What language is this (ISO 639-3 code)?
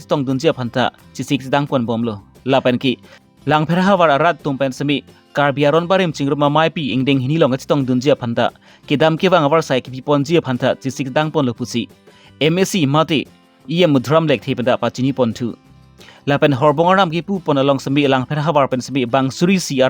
mjw